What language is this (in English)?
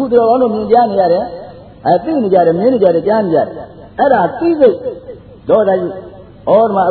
Burmese